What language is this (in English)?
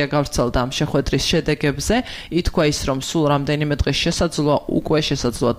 Georgian